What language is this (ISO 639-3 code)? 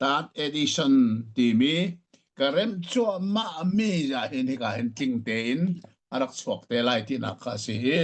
cnh